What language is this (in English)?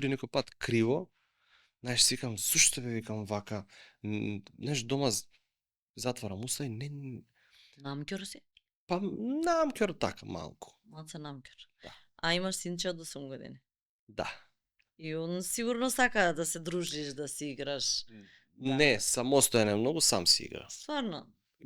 Macedonian